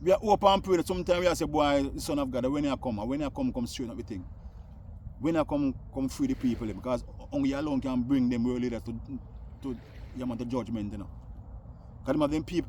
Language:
Jamaican Creole English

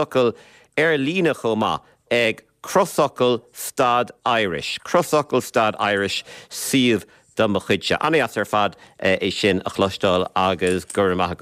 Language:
Irish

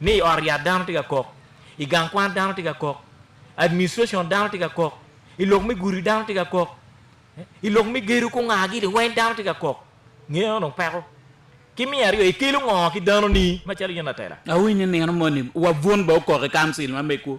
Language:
Acoli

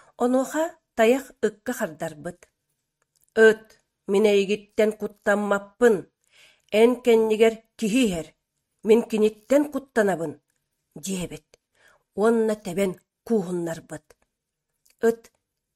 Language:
Yakut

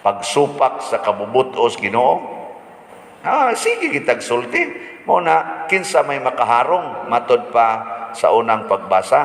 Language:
Cebuano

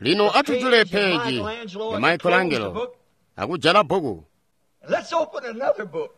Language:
Tonga (Zambia)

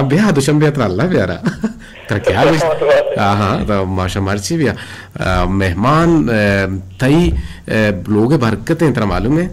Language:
Eastern Balochi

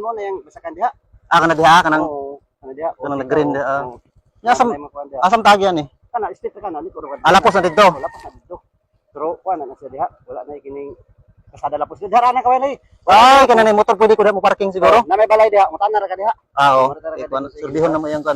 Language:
Cebuano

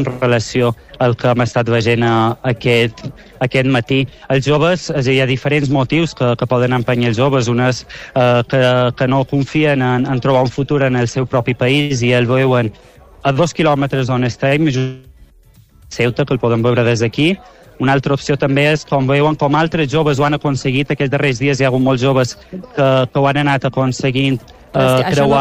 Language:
Catalan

